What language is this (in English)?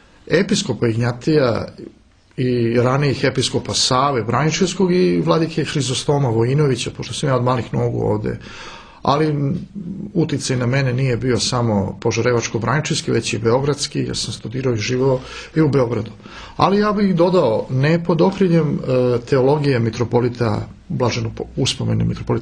Serbian